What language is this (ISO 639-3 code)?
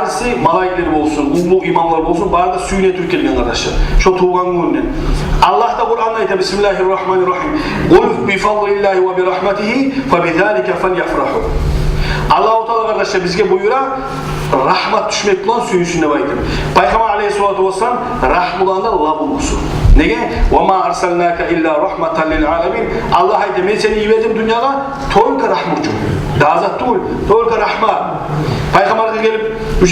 kum